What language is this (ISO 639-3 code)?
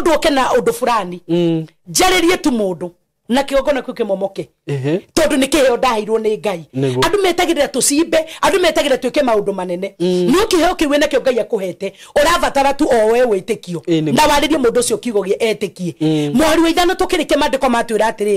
kik